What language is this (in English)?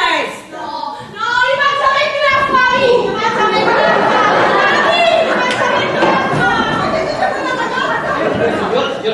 Neapolitan